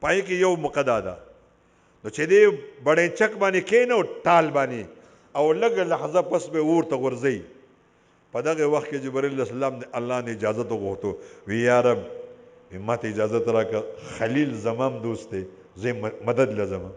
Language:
Pashto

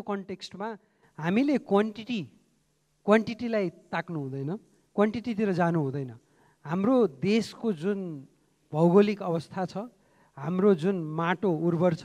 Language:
Nepali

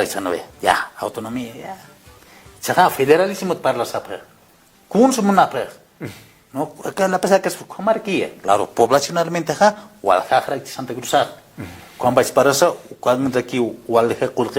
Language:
Aymara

